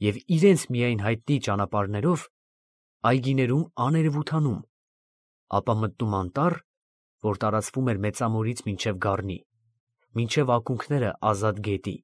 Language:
Armenian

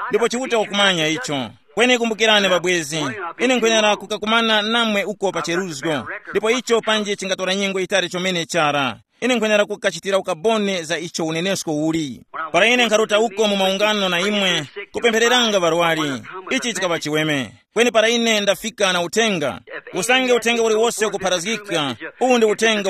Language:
Tumbuka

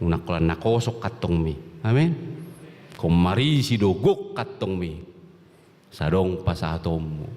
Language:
Batak Toba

